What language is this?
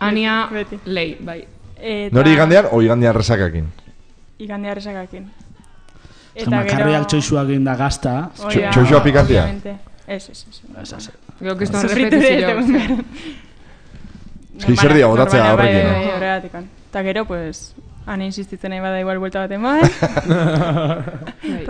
Basque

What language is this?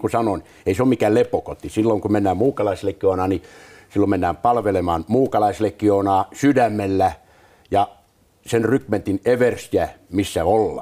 Finnish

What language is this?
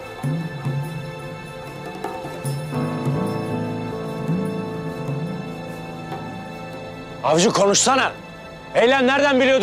Turkish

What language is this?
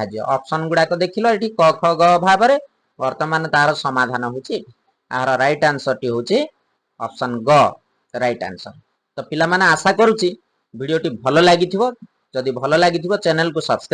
Odia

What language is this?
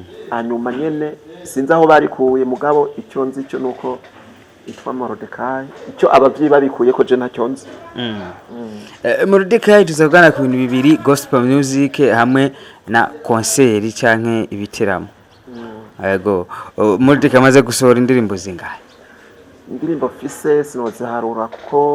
Rundi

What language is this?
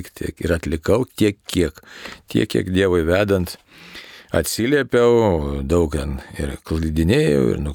Lithuanian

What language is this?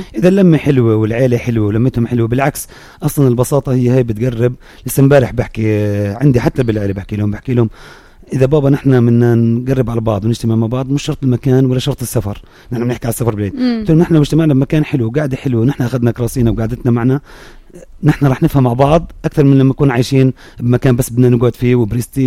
North Levantine Arabic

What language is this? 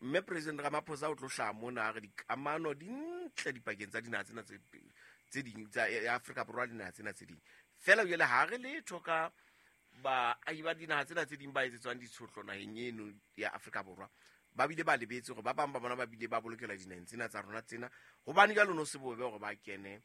Southern Sotho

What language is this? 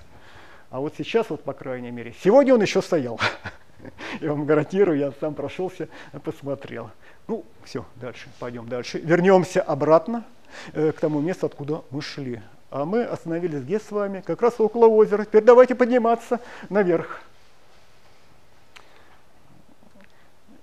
Russian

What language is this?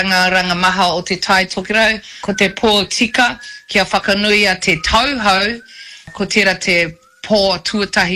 Māori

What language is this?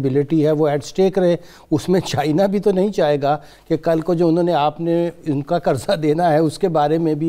Urdu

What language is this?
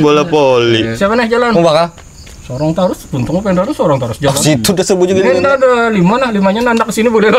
Banjar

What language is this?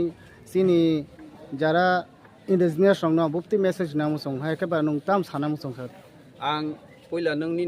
Kok Borok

